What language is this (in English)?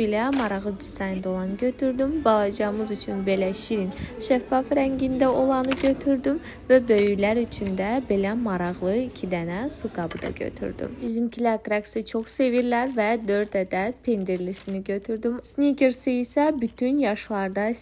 Azerbaijani